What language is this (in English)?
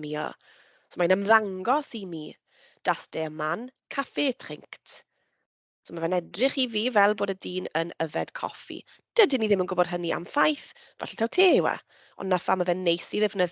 Welsh